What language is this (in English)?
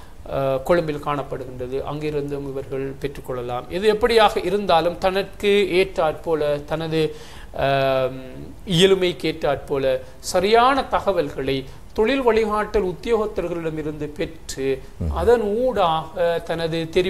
Tamil